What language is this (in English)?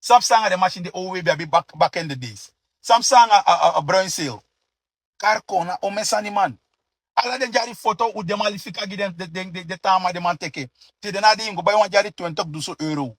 Sranan Tongo